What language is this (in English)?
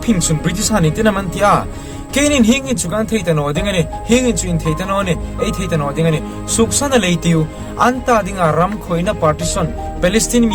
Hmar